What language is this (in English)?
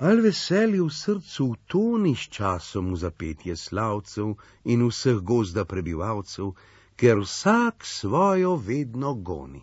Slovenian